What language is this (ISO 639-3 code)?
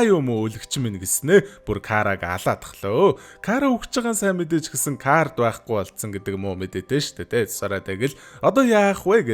mon